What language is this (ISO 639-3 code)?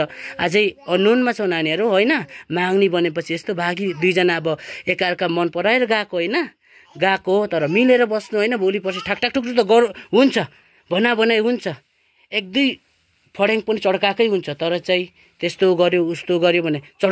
nep